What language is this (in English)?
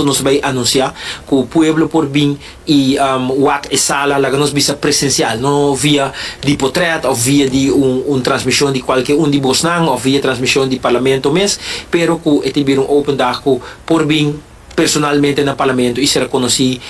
Papiamento